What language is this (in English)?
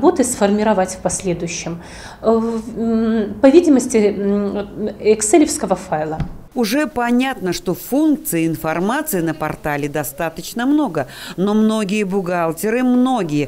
Russian